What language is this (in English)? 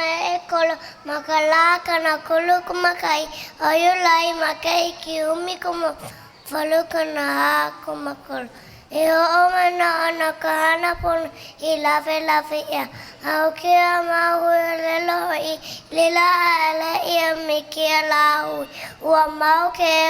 Hawaiian